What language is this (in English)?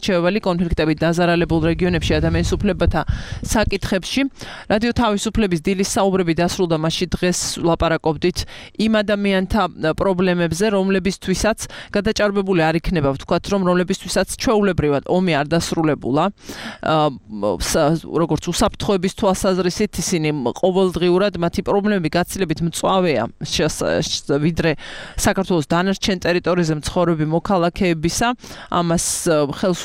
Georgian